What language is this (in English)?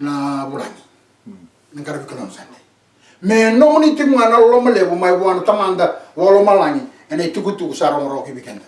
Fijian